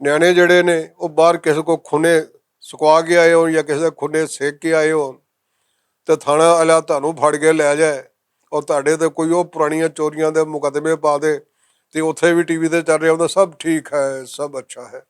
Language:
Western Panjabi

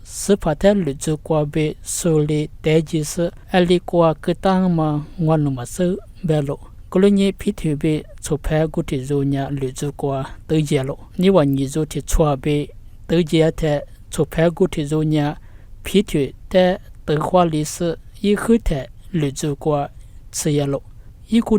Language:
Lisu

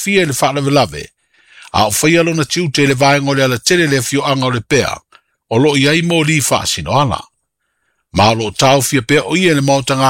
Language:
Samoan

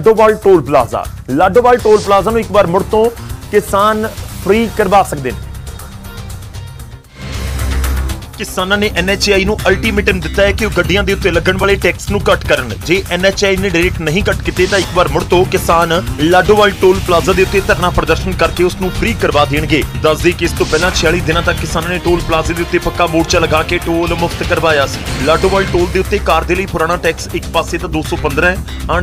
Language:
Punjabi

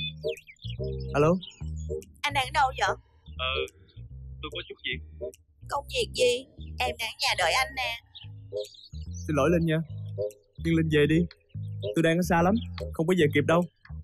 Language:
Vietnamese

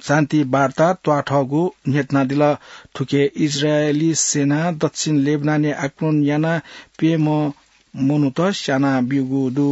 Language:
Newari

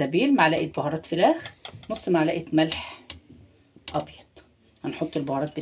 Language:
Egyptian Arabic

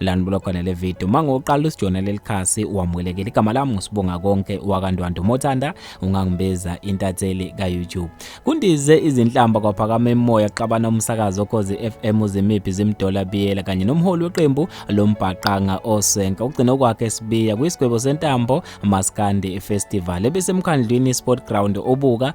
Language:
Zulu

